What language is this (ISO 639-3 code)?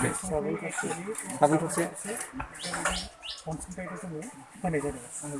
brx